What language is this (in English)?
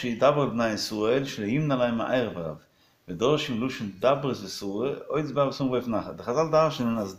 Yiddish